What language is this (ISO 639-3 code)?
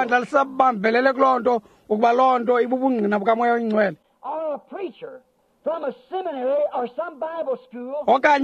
xho